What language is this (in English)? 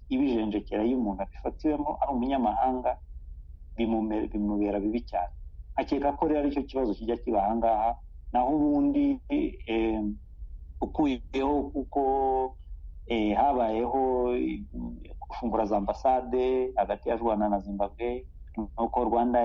Kinyarwanda